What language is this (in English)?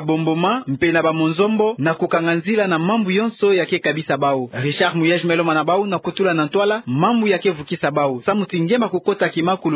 Kituba (Democratic Republic of Congo)